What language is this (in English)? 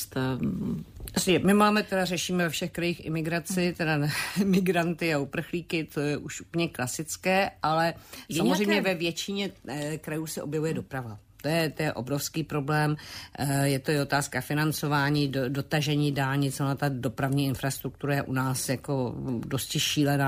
Czech